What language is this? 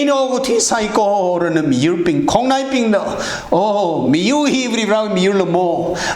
Tangkhul Naga (India)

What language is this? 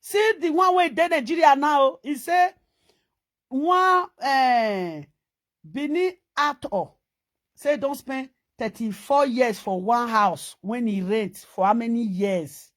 Nigerian Pidgin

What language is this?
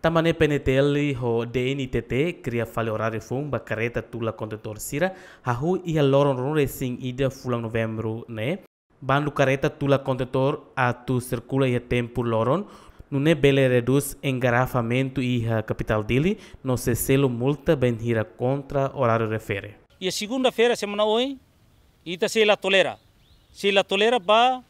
Tetum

